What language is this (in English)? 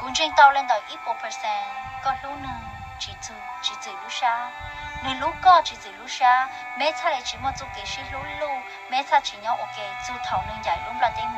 Hmong